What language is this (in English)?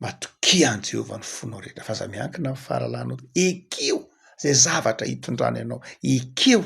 Malagasy